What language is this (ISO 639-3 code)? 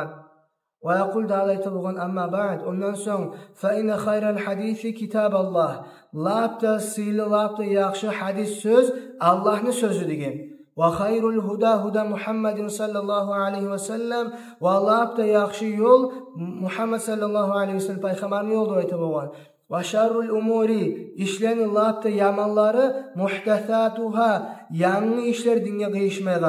kum